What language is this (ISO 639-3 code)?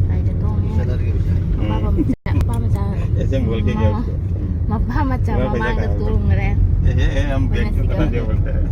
mni